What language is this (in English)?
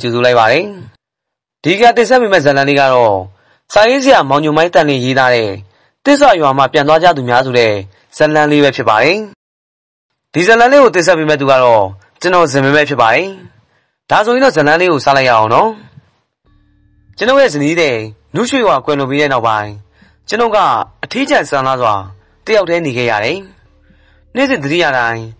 Burmese